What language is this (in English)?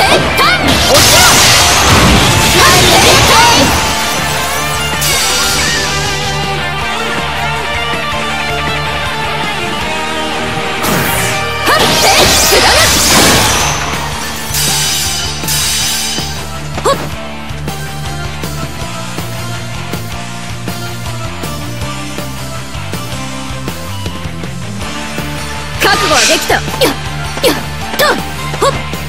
Japanese